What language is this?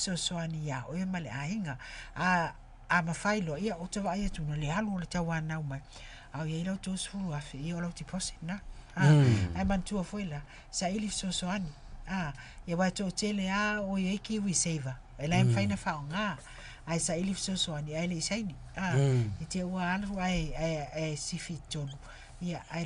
Samoan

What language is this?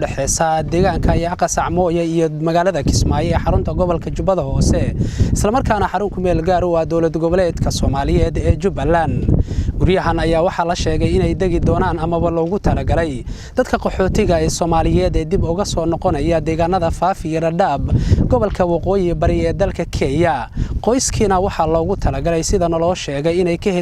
Somali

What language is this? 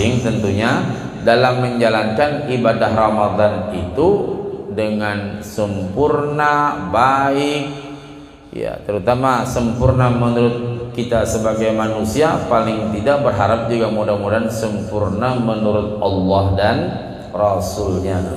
Indonesian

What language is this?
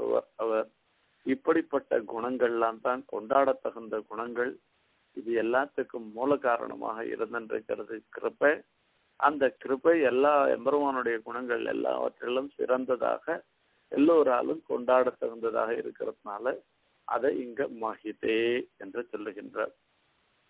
Tamil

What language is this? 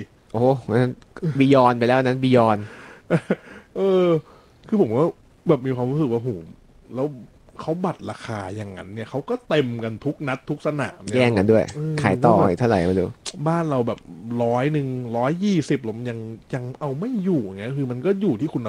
Thai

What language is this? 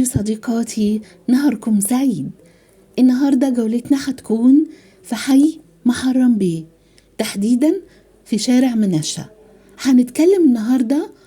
Egyptian Arabic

